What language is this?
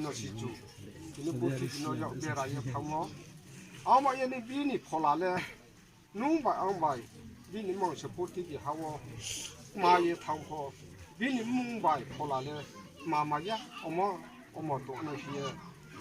Riang (India)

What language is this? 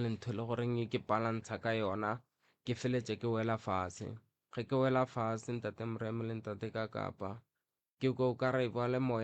Northern Sotho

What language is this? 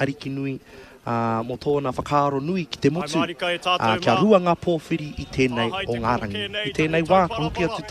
Māori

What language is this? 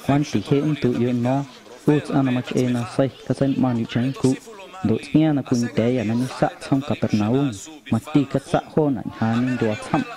Guerrero Amuzgo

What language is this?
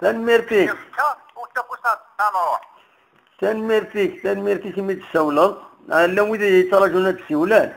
Kabyle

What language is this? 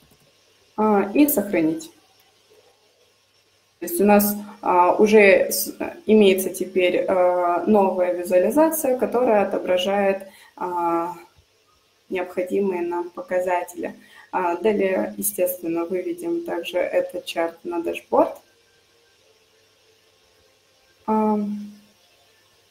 Russian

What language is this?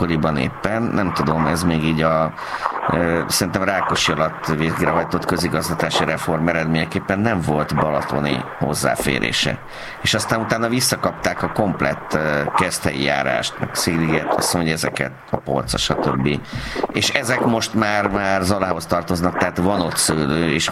Hungarian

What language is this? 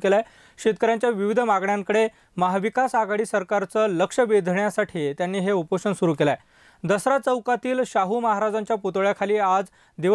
Marathi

